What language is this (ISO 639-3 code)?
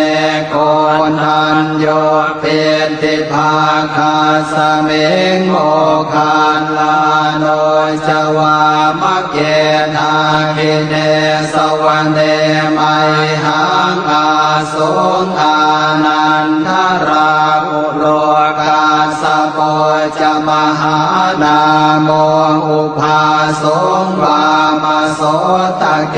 pli